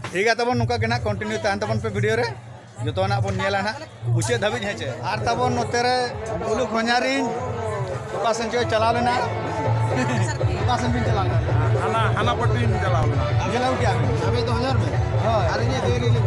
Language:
Santali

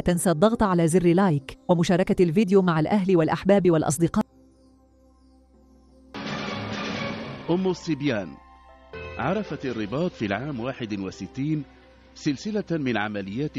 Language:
Arabic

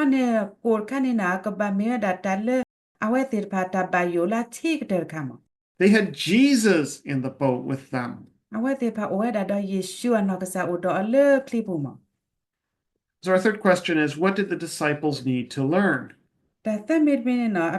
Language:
S'gaw Karen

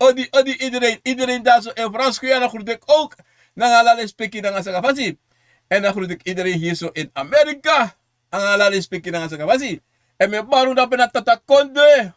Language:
Sranan Tongo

